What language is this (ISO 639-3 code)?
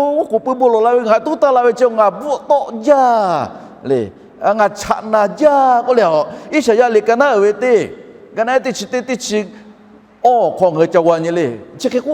lhu